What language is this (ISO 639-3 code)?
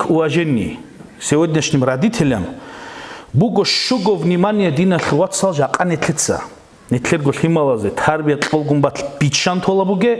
ava